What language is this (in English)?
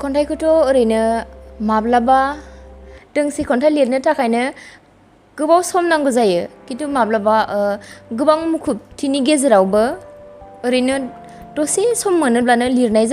Bodo